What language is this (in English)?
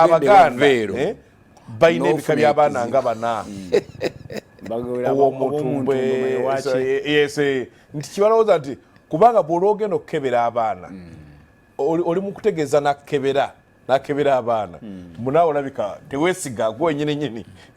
Ganda